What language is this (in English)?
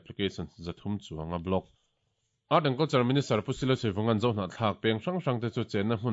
Mizo